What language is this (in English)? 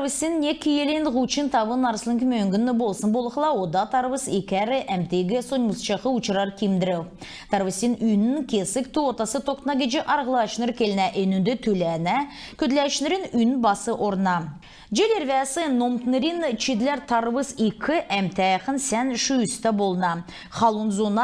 Kalmyk